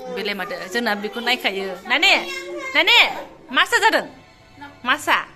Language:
Bodo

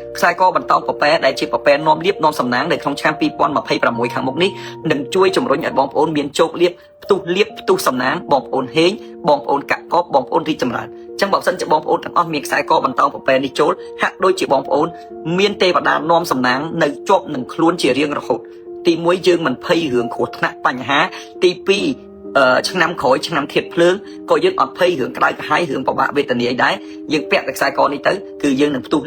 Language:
Khmer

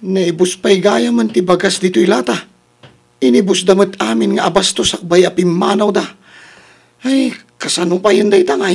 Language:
Iloko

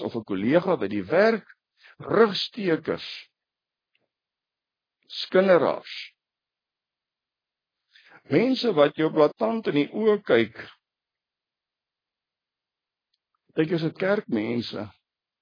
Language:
Afrikaans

